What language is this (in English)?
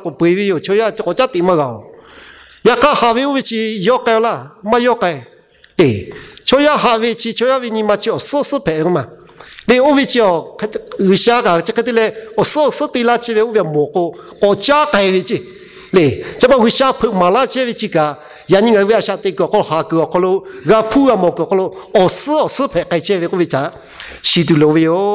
Lahu